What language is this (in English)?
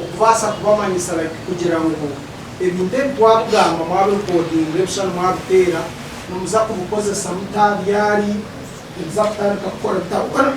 Nyankole